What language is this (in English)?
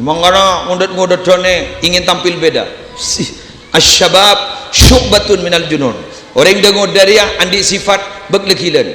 Madurese